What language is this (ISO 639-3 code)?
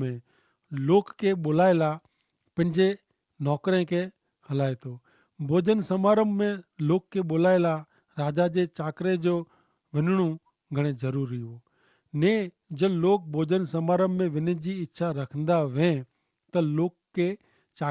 kfr